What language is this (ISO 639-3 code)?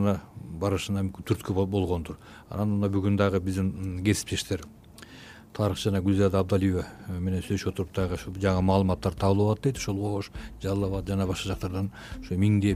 kir